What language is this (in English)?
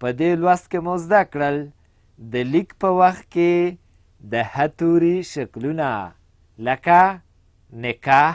Pashto